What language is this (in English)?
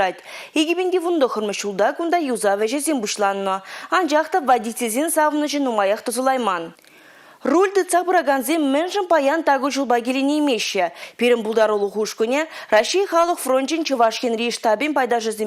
Chuvash